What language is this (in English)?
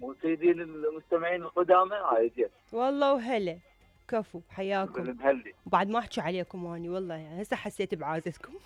Mesopotamian Arabic